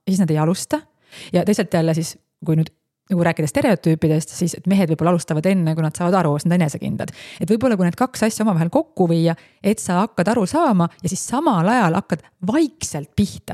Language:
Estonian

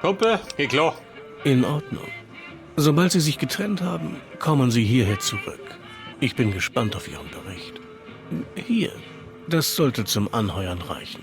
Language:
Bavarian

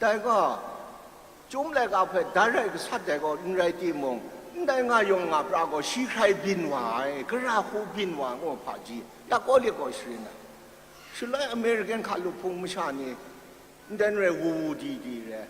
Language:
Kachin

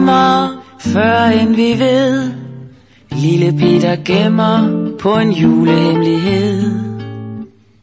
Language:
Danish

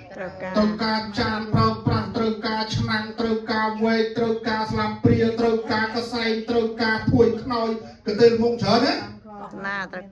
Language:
Khmer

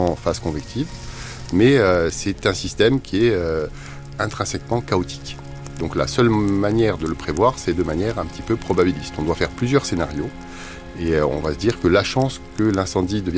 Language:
French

